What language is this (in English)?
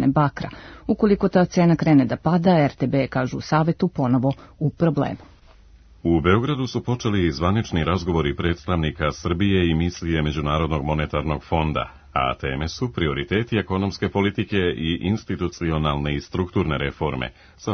Serbian